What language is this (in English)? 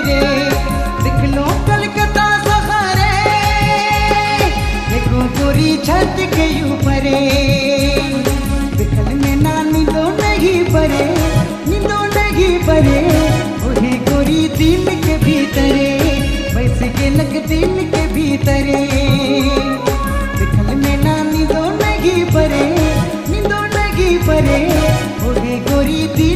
Sadri